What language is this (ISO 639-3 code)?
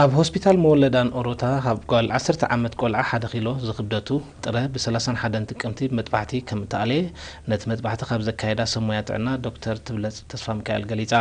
tir